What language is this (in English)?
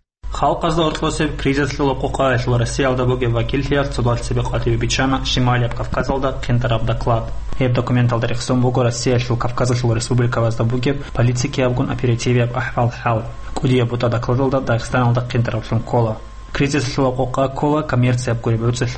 Avaric